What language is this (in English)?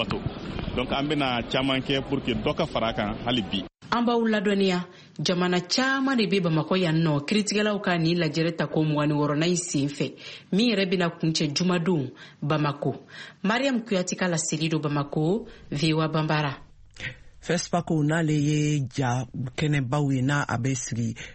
Bambara